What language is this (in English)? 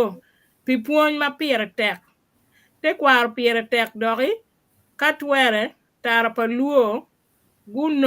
Acoli